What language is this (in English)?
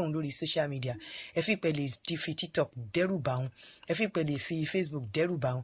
Yoruba